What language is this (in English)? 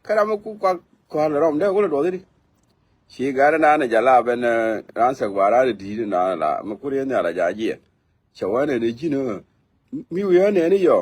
Nuer